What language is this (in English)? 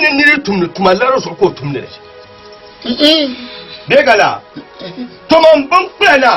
Dagbani